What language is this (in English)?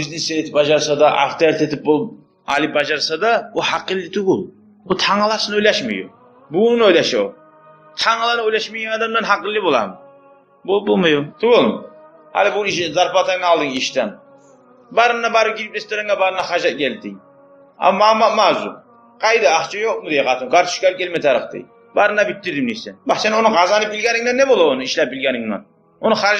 Kumyk